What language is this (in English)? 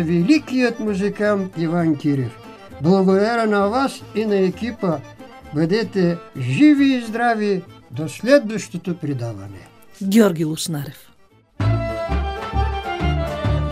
Bulgarian